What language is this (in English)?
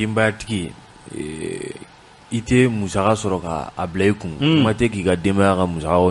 Bambara